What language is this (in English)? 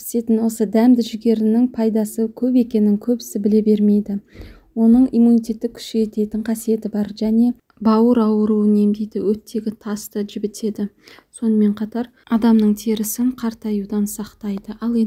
Kazakh